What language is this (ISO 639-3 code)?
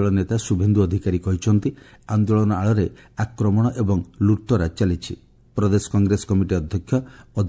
ori